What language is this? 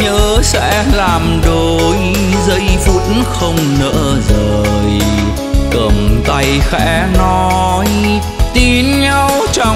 Vietnamese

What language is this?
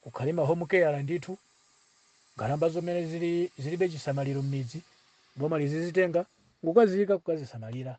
Nyanja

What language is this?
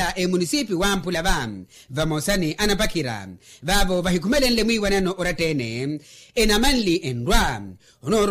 Makhuwa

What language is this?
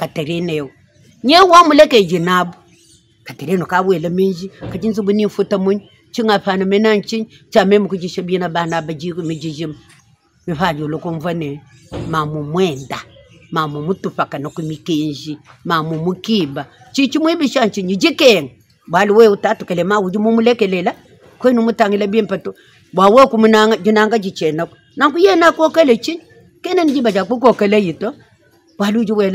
Luba-Lulua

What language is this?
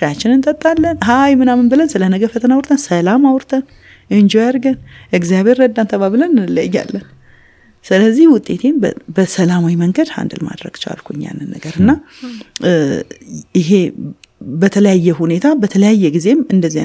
Amharic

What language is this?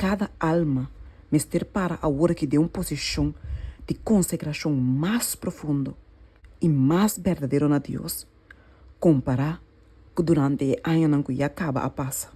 Papiamento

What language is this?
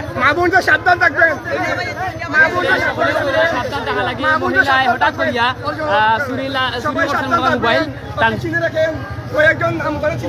Sylheti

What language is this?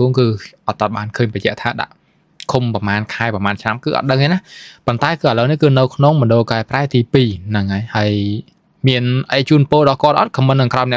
Khmer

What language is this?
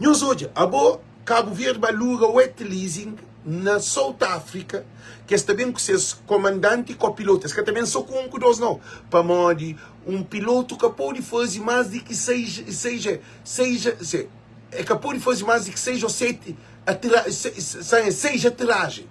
Kabuverdianu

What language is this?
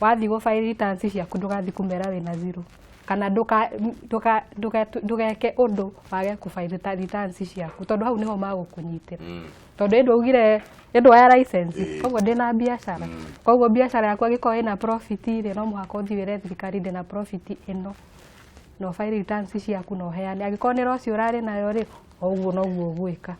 Kikuyu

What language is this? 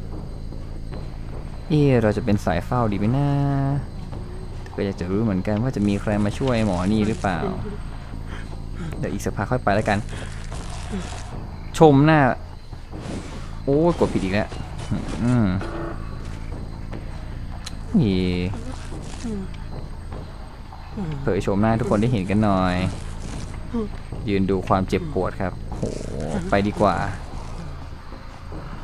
Thai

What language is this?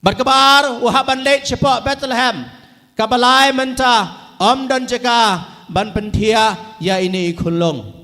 Khasi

